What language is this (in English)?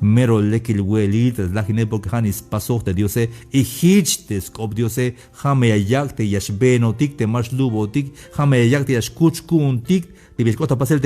Tzeltal